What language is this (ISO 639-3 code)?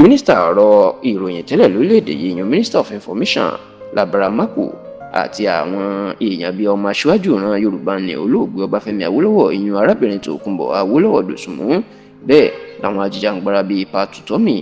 yor